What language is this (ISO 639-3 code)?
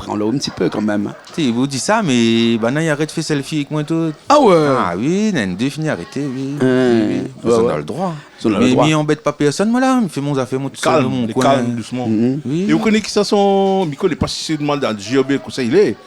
rcf